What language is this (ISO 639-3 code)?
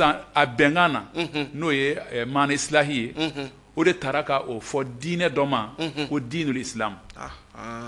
bam